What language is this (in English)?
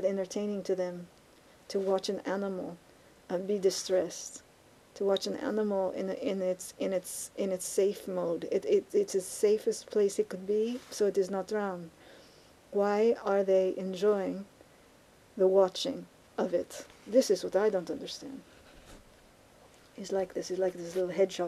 English